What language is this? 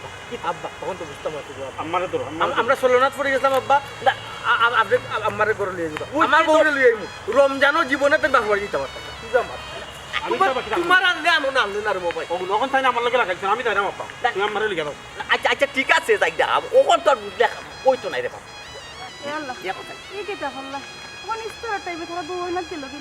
Sylheti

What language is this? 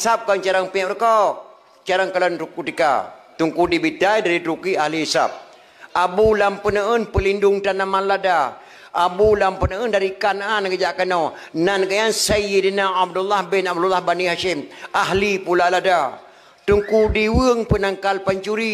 Achinese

